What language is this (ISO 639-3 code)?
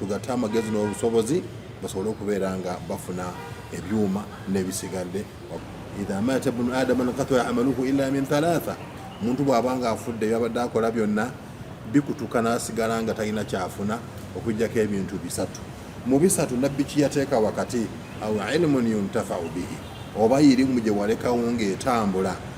lug